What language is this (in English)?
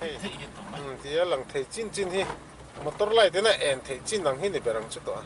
Mizo